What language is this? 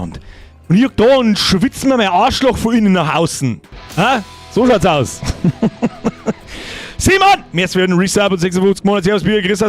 Bavarian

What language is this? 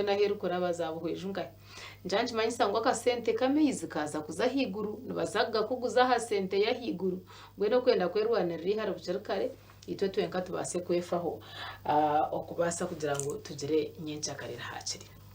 Nyankole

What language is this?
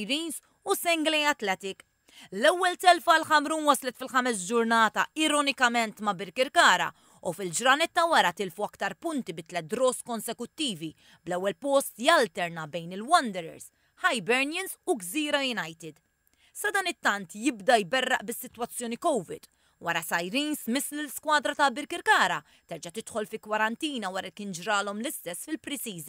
Maltese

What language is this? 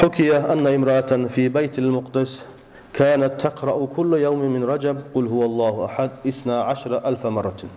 Kumyk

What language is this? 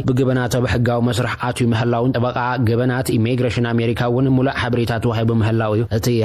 Tigrinya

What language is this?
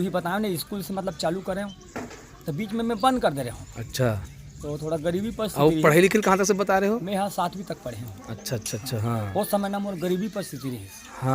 Chhattisgarhi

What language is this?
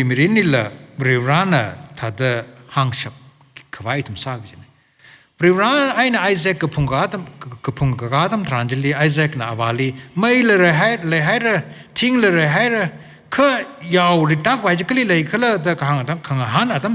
Tangkhul Naga (India)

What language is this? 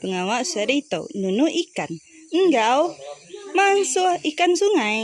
Iban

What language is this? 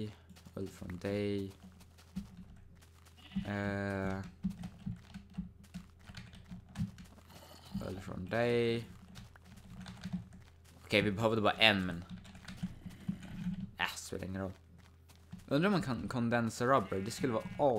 Swedish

